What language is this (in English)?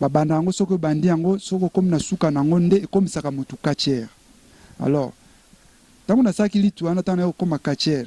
Lingala